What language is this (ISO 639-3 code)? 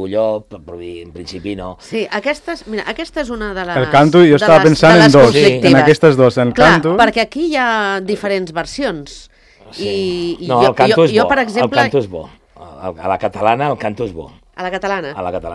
cat